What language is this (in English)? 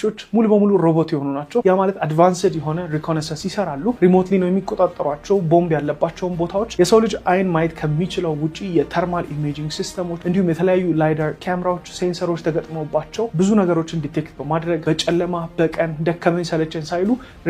Amharic